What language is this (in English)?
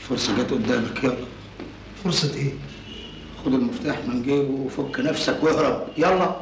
Egyptian Arabic